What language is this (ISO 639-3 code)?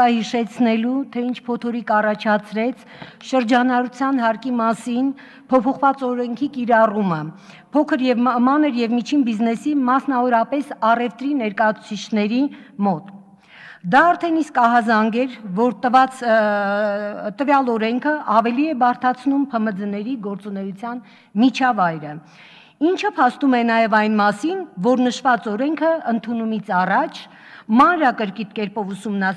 hye